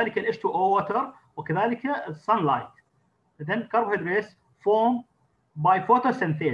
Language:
Arabic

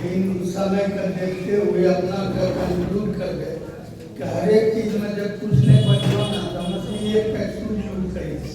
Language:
Angika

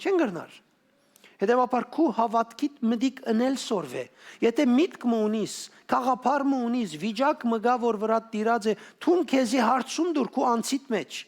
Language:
Western Armenian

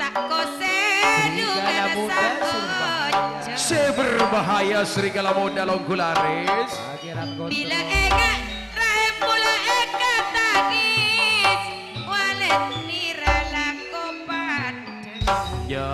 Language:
Madurese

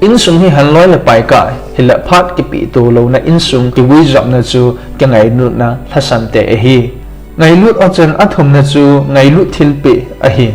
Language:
Thado Chin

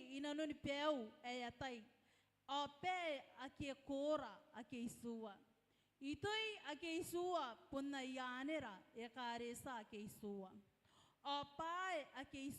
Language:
Gilbertese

